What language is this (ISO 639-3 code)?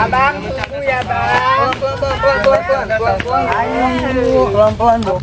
bew